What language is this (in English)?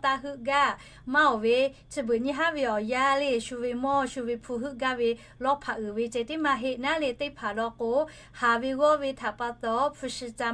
Lahu